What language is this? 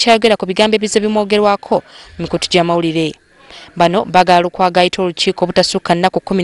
Ganda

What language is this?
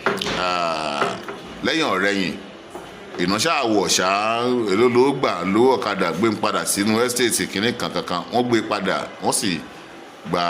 Yoruba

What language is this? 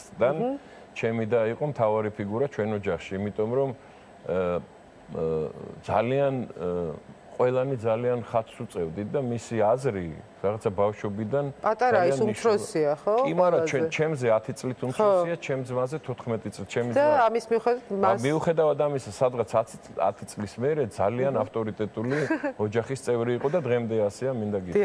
Georgian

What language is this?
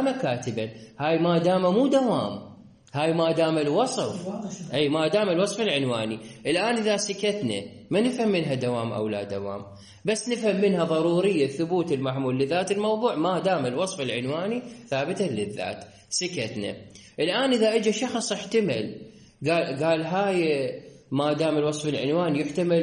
Mesopotamian Arabic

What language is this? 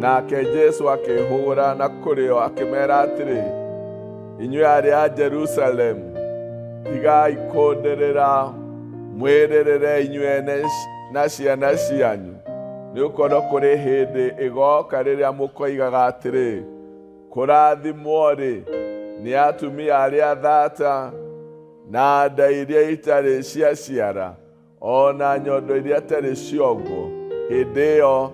Kikuyu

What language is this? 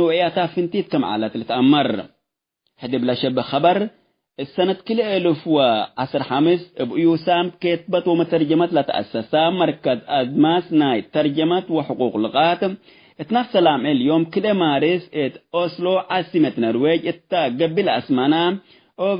Tigre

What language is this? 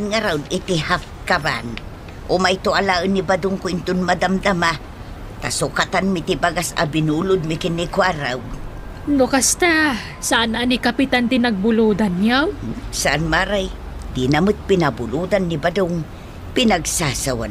Iloko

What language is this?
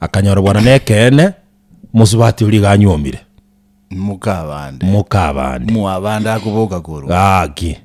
Gusii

